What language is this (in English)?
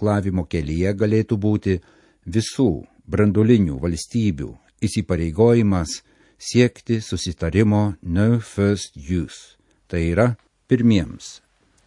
Lithuanian